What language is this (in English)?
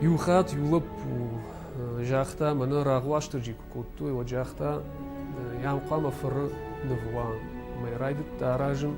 Ossetic